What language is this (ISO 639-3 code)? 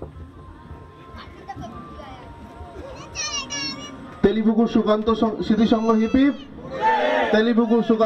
ben